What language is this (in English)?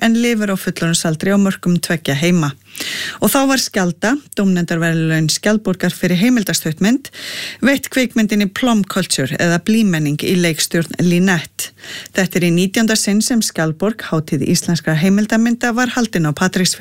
Icelandic